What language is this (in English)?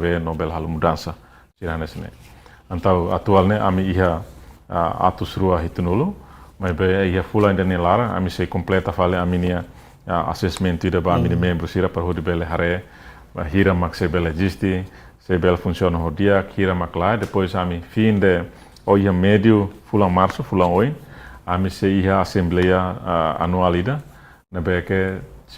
Tetum